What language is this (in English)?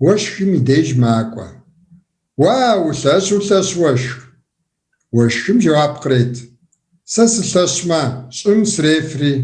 Kabardian